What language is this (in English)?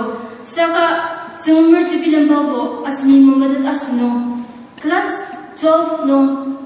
Ao Naga